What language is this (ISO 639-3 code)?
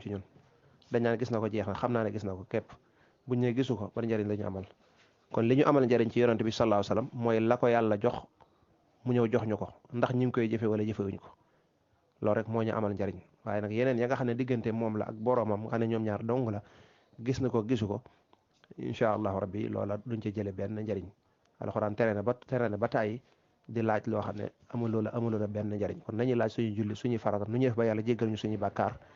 wol